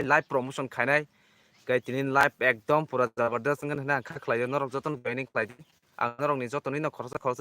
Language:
Kok Borok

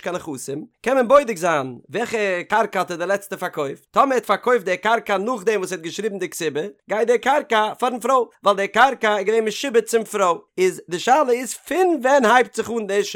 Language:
Yiddish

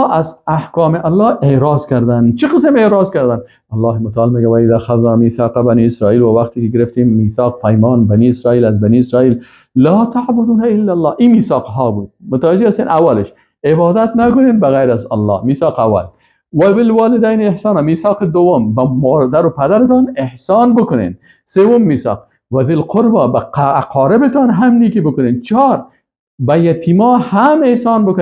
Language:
Persian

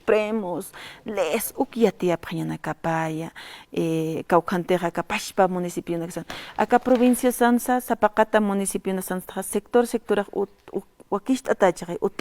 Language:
Aymara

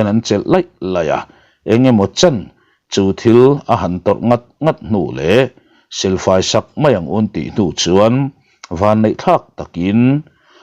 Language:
Mizo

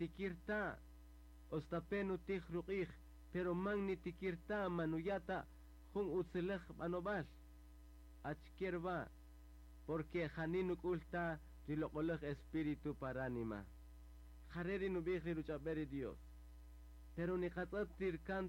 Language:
Kaqchikel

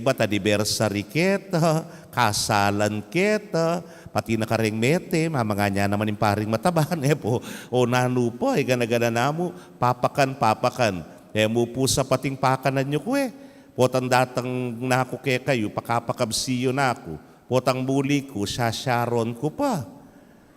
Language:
Pampanga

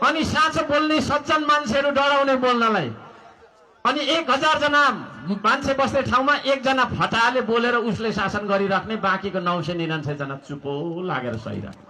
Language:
Nepali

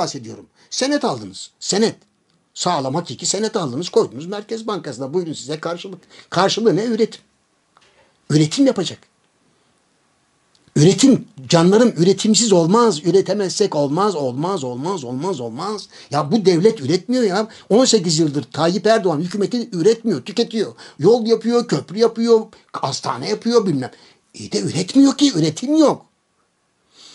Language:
Turkish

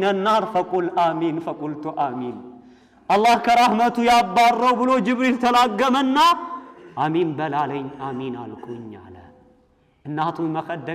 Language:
Amharic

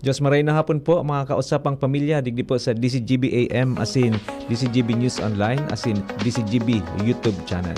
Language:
Bikol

